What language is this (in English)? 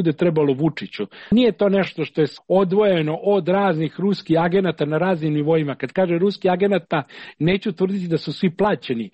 Serbian